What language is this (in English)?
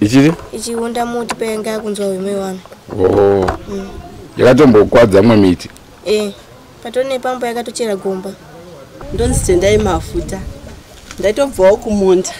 Shona